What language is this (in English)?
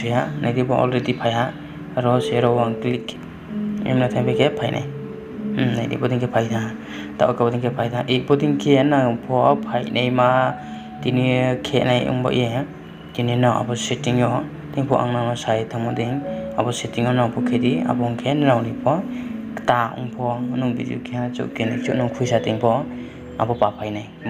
Riang (India)